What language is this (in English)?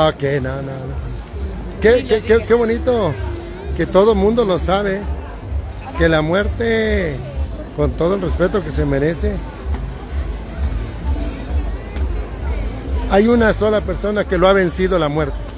Spanish